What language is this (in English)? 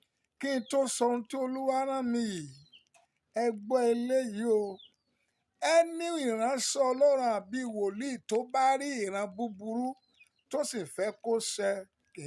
Yoruba